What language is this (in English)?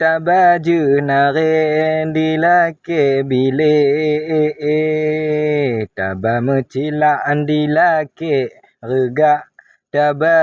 Achinese